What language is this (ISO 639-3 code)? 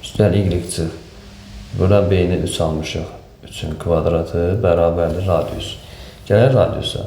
aze